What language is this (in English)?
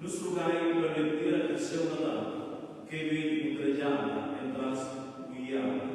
Romansh